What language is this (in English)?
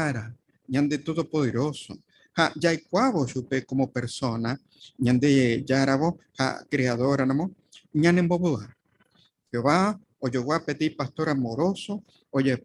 Guarani